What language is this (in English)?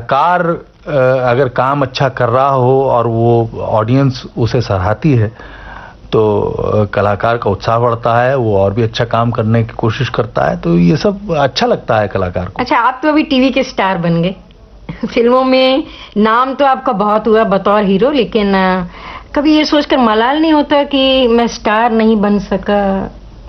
Hindi